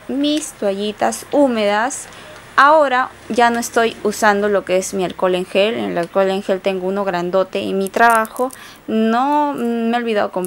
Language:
Spanish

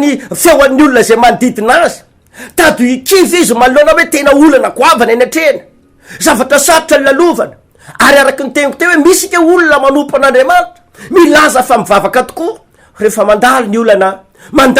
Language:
Malagasy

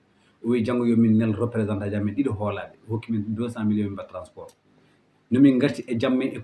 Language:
Fula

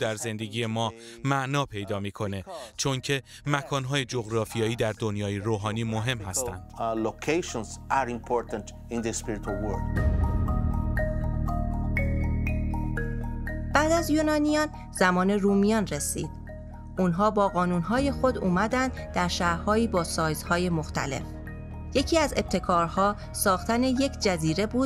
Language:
Persian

